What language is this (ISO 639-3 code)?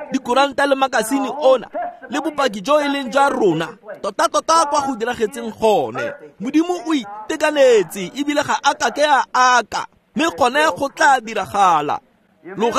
tsn